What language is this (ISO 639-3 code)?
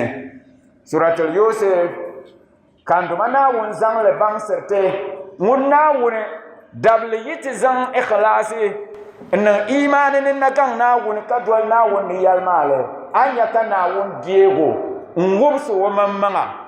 dag